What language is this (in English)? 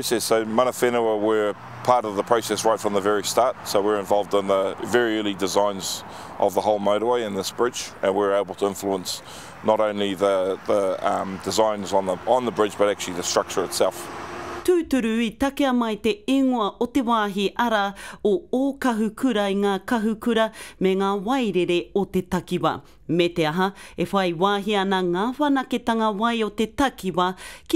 Māori